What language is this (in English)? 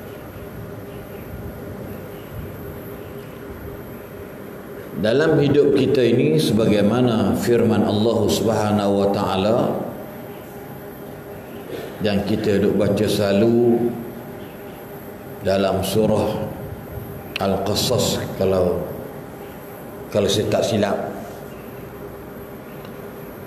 Malay